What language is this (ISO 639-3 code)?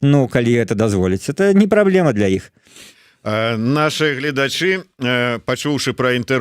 bel